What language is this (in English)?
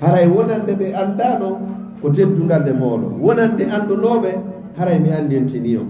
Fula